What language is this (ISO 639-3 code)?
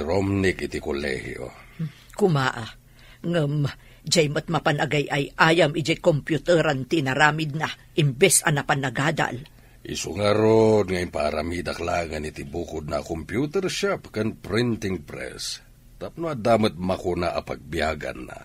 ilo